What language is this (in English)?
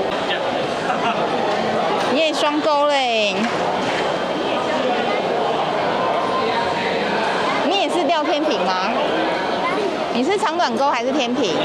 Chinese